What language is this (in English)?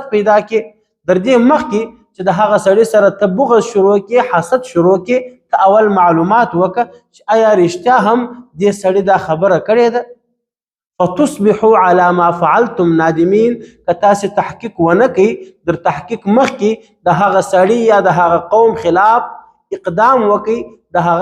Pashto